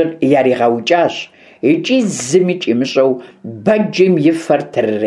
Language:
Kabardian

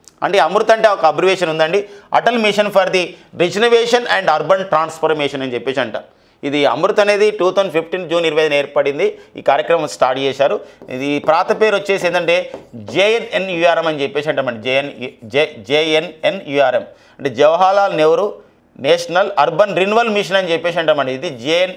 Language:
Telugu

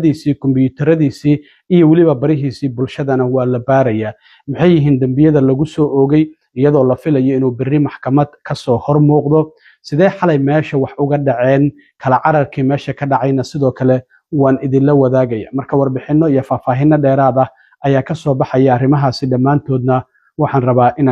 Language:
Somali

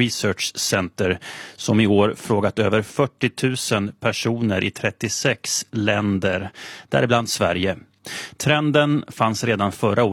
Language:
Swedish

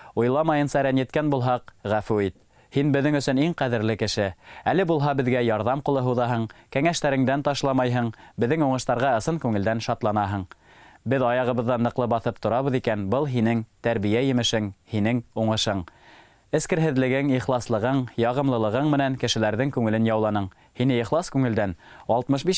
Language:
Bashkir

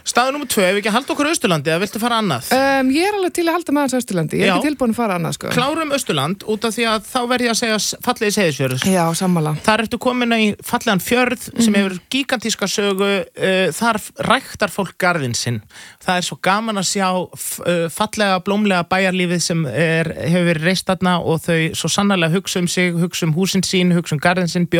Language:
Icelandic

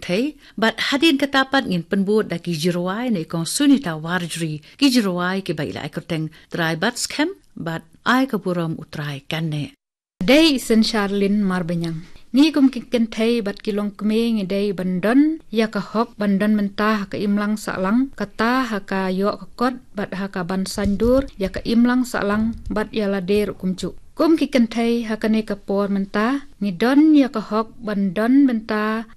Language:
Khasi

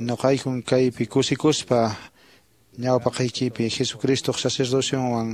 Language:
Quechua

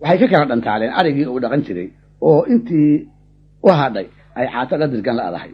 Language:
Somali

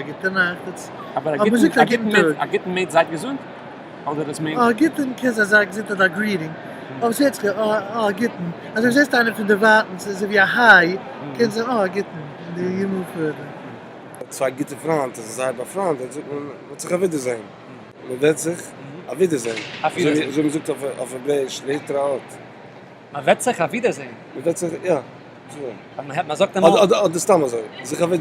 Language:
Yiddish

